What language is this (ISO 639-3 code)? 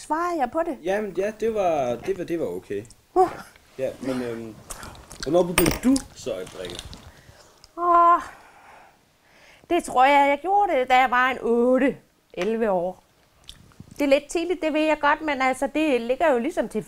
dan